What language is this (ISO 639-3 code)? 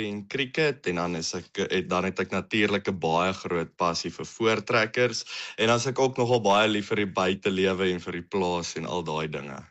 afr